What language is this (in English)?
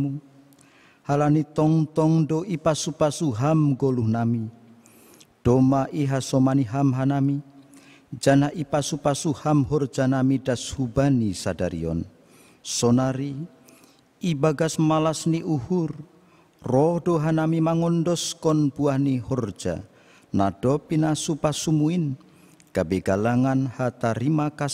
Batak Simalungun